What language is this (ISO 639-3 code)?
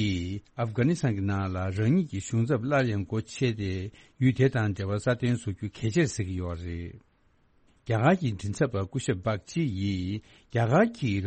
bod